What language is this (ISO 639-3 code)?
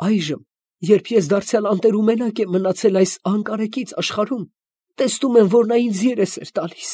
hye